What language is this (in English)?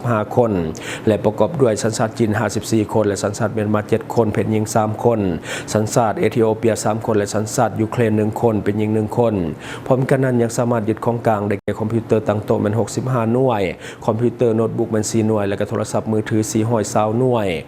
Lao